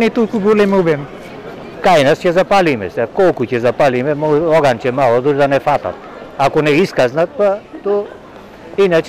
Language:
Macedonian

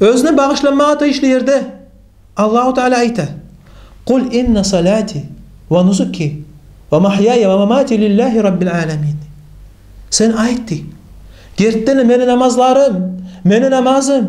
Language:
Kumyk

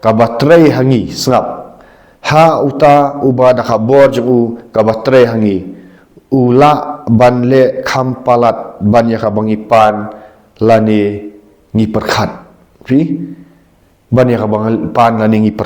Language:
Khasi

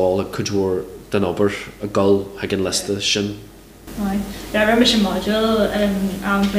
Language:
Irish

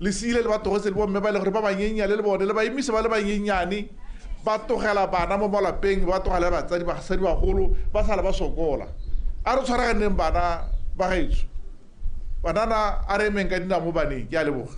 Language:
Tswana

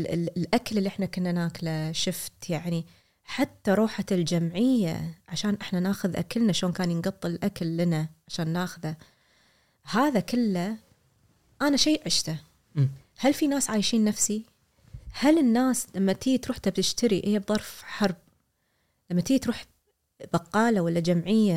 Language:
Gulf Arabic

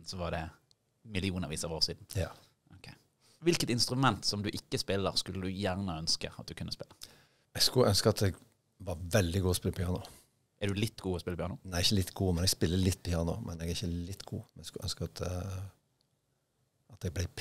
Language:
Norwegian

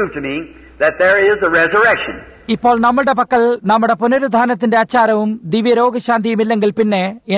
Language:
Malayalam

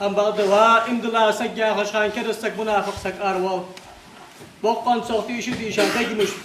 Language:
Ingush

